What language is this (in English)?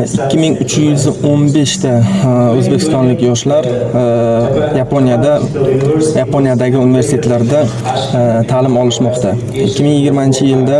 Uzbek